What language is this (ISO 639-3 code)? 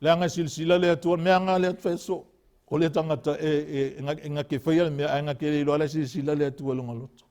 smo